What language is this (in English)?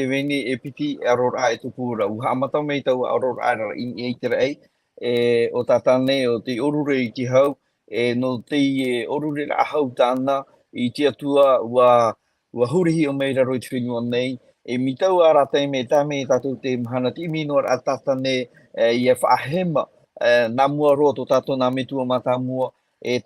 Tahitian